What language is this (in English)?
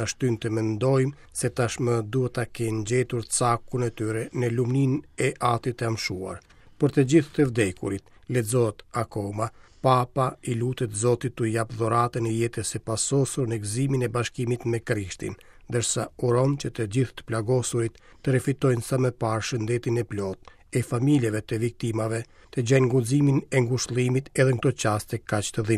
Albanian